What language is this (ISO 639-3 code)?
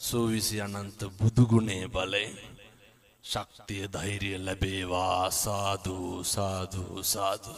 sin